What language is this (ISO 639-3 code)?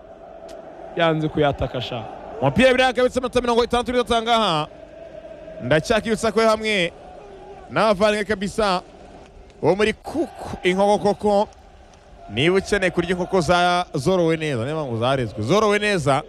kin